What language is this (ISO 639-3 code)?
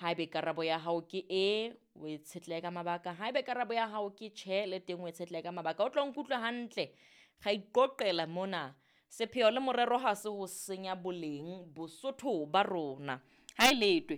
sot